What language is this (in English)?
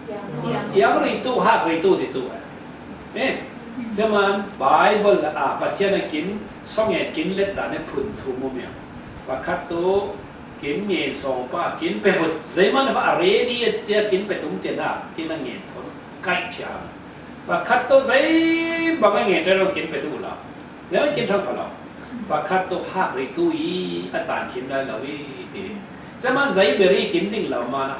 Falam Chin